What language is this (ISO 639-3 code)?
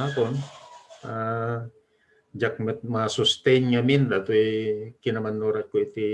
ilo